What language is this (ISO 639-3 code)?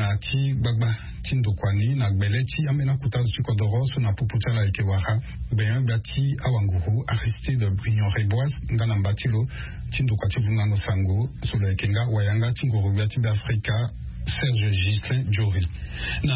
sag